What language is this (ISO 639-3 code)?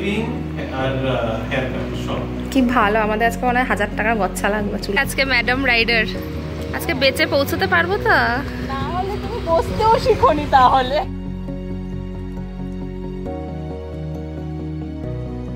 ben